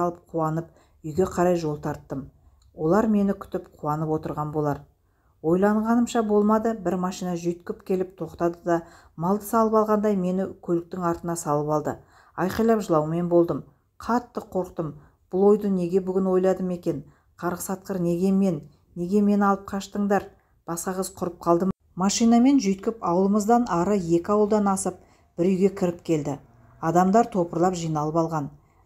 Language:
Kazakh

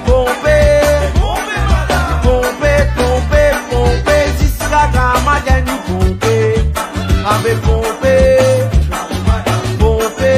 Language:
Morisyen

